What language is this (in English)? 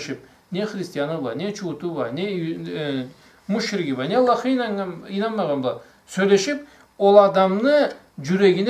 Karachay-Balkar